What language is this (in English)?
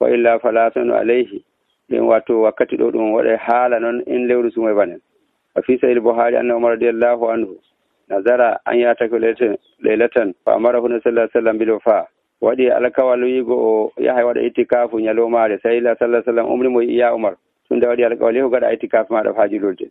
Nigerian Fulfulde